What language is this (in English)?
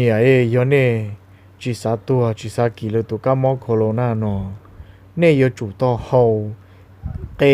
Hmong